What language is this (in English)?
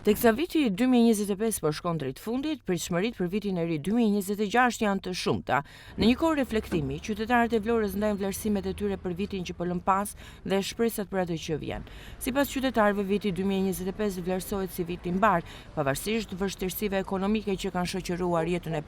Albanian